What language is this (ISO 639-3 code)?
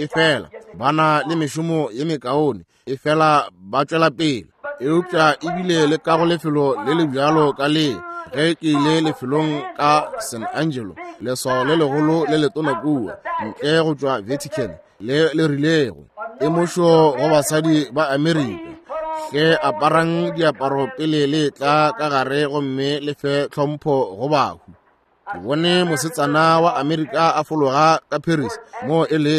nso